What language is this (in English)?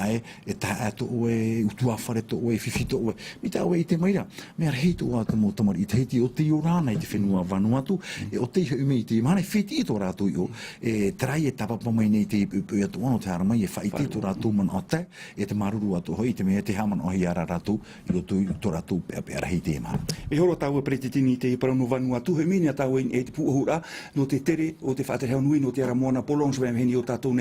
Tahitian